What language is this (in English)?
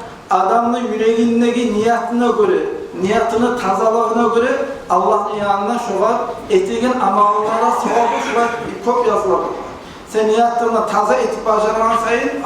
Kumyk